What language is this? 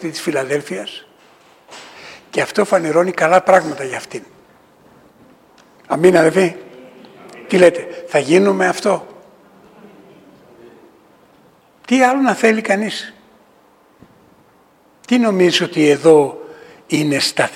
Greek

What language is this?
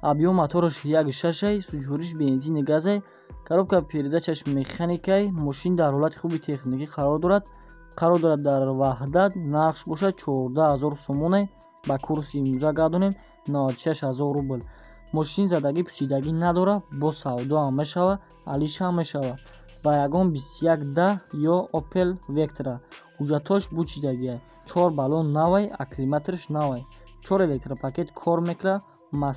Tajik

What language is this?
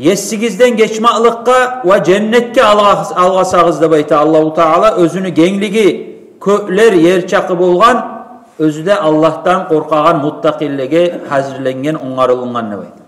Kumyk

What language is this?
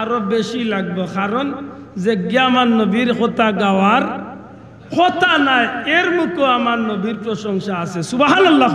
Sylheti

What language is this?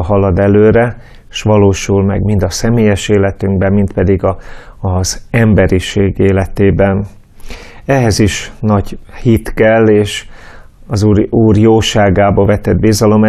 Hungarian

